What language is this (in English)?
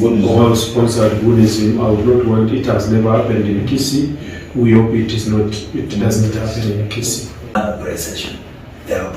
Gusii